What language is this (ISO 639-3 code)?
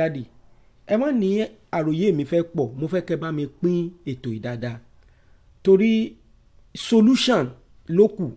yor